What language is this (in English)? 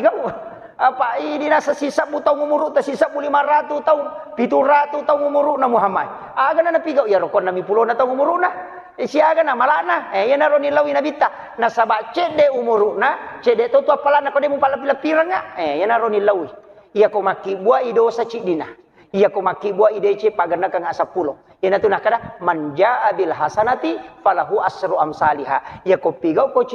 Buginese